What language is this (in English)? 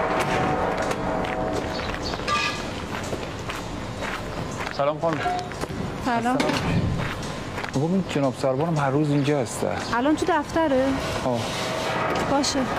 Persian